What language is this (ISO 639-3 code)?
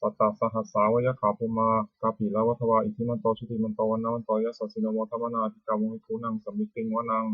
pli